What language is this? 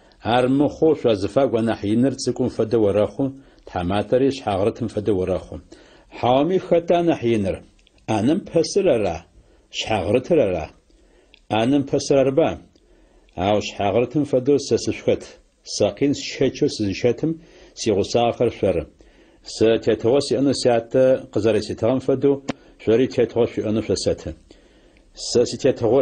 Adyghe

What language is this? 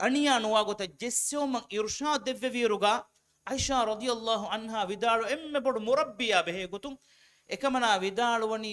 Divehi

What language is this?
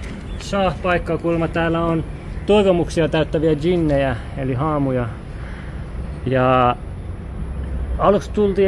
Finnish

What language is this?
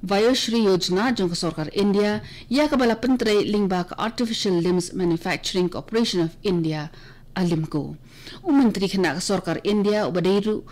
Khasi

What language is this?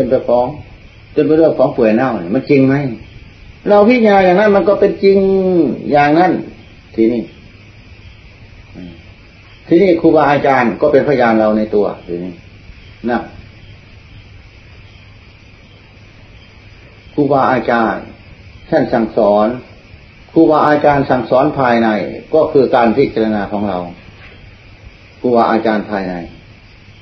Thai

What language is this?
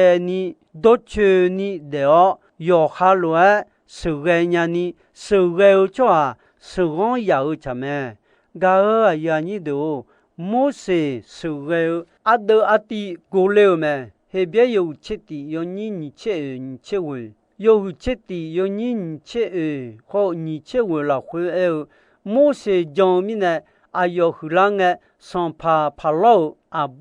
Akha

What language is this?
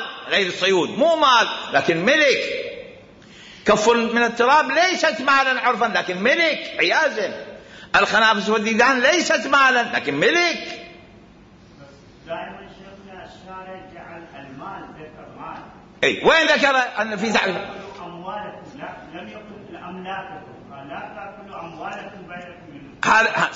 Mesopotamian Arabic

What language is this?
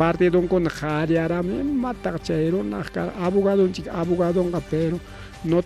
Ayacucho Quechua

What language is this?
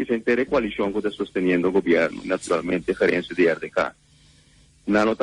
Papiamento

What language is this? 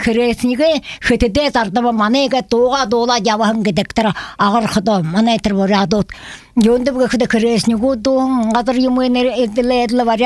Buriat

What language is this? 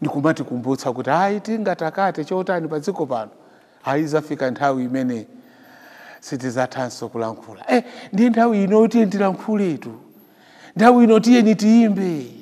Nyanja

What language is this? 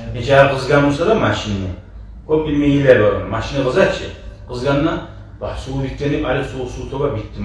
Kumyk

